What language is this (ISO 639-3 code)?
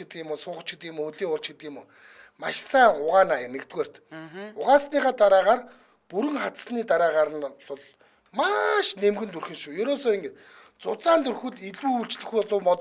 mon